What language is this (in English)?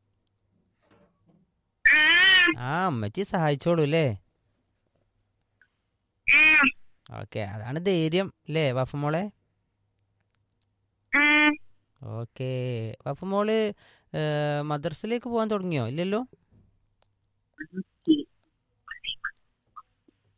Malayalam